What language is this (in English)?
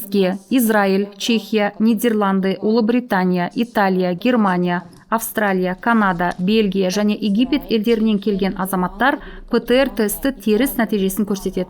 Kazakh